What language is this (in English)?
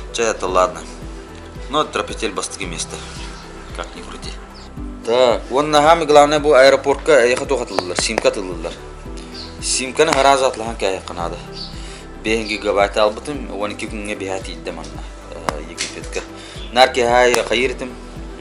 Yakut